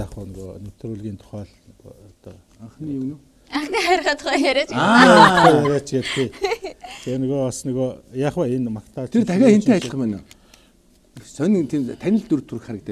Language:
Mongolian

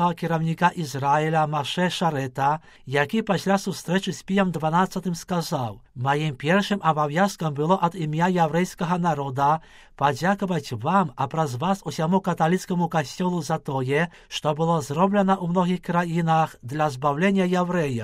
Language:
Belarusian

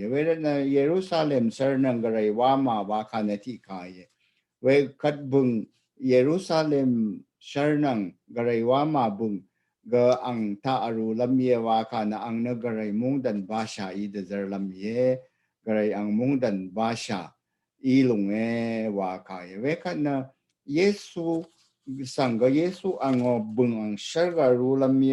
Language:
Rawang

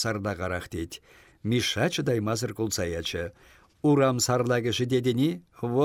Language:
Chuvash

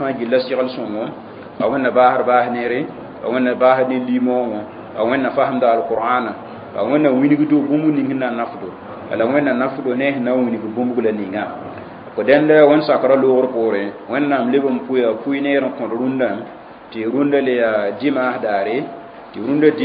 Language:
Mossi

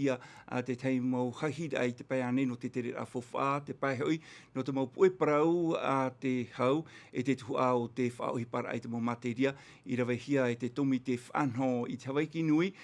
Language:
Tahitian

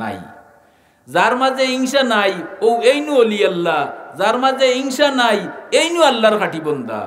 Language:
Sylheti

